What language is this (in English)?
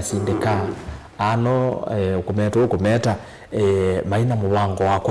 Kamba